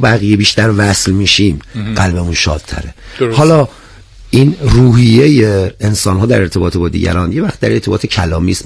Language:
Persian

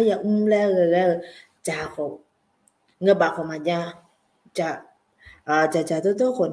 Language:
Akha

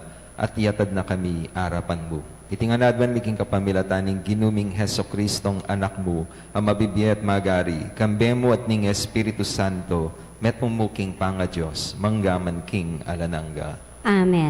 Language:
Pampanga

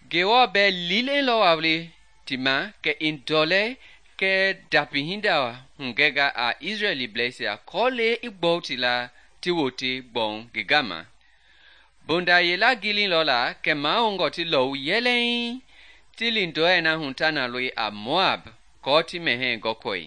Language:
Mende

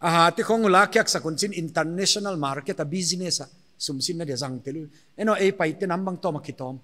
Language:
Paite Chin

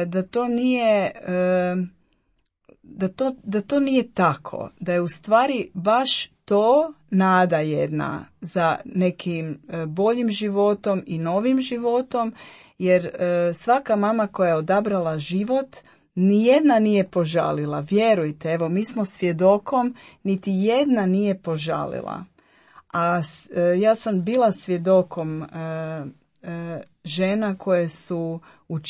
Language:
Croatian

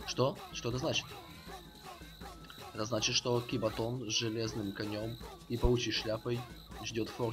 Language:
Russian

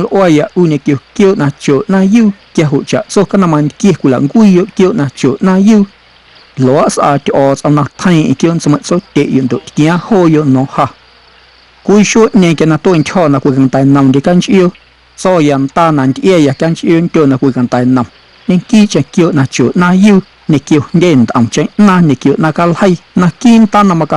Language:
Guerrero Amuzgo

